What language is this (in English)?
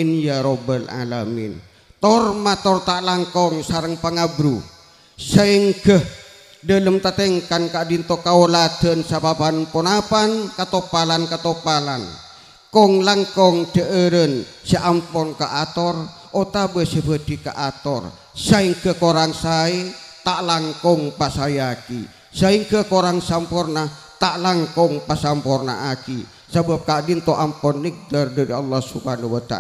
Madurese